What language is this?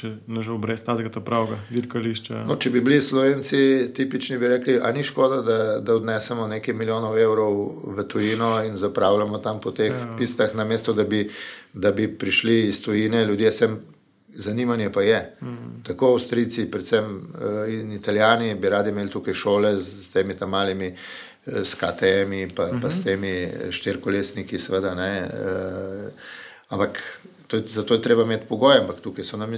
Slovenian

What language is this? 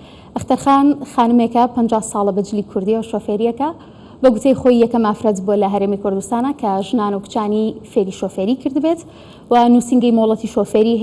Central Kurdish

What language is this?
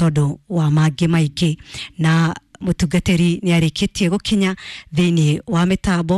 Kikuyu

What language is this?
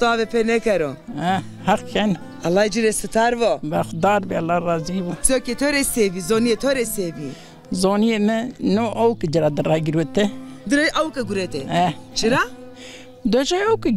Zaza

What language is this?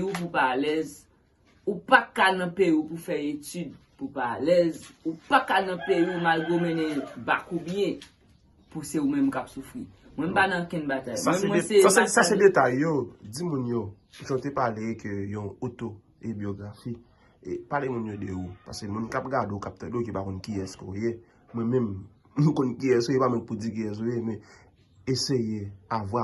Haitian Creole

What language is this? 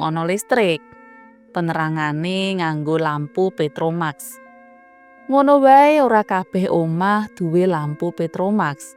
Javanese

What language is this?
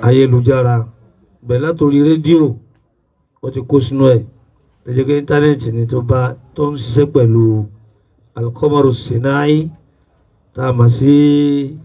Yoruba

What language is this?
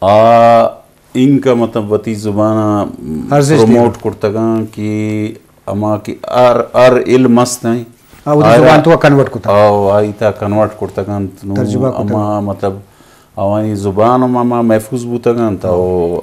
Eastern Balochi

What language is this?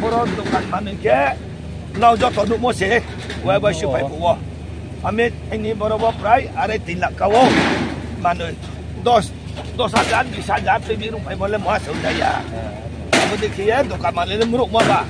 Riang (India)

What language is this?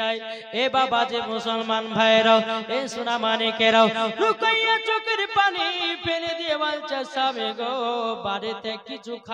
Bangla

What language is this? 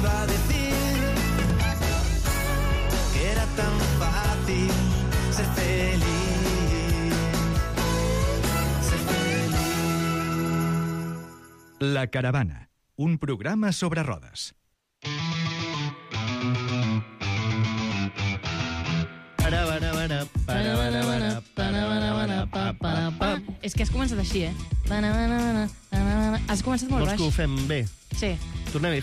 Catalan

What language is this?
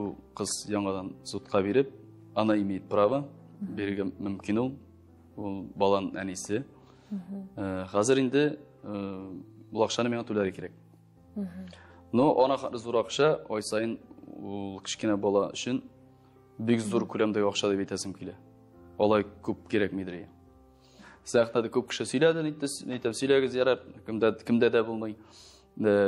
Tatar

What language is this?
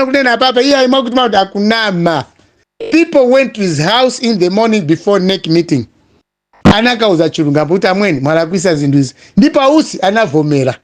Nyanja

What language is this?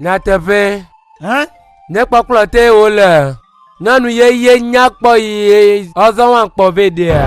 Ewe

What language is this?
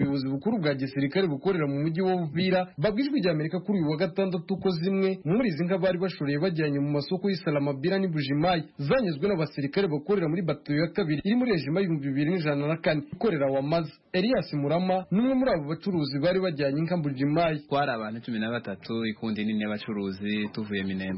Kinyarwanda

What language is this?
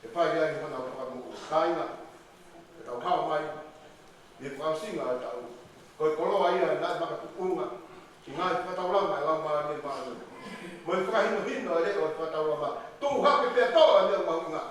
Tongan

